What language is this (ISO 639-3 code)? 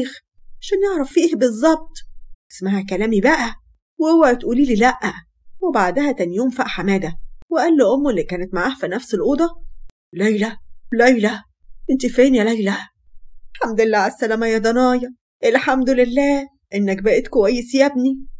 arz